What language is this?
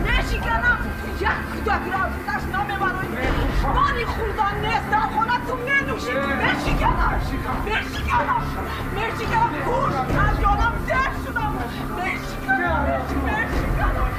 Tajik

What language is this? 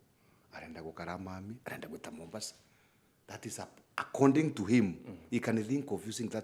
Meru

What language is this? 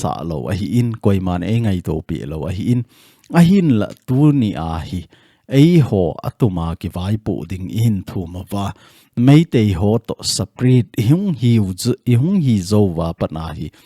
Thado Chin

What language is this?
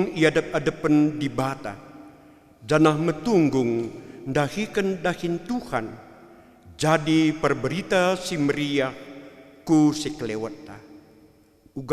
Batak Karo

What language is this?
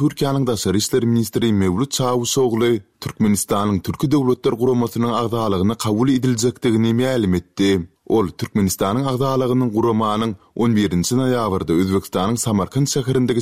Turkmen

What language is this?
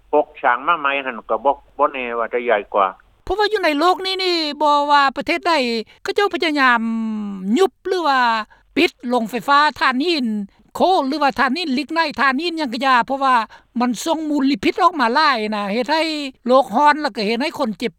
Lao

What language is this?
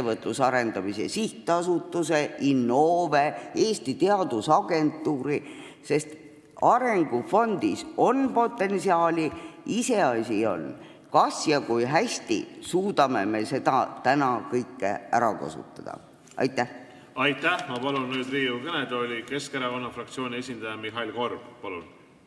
Estonian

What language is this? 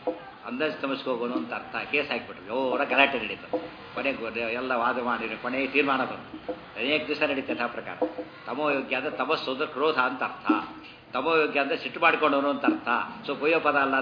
Kannada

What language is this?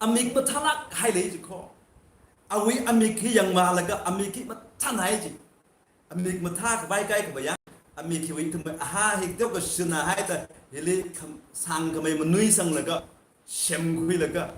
Tangkhul Naga (India)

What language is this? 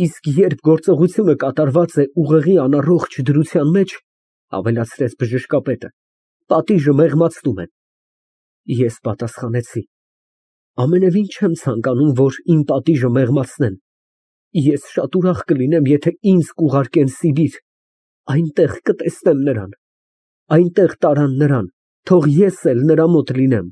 Armenian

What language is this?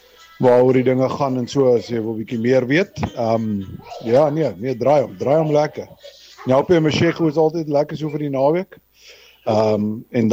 Afrikaans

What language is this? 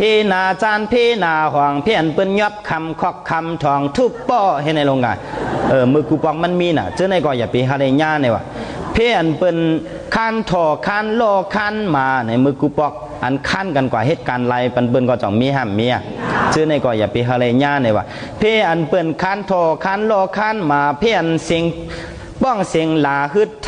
Shan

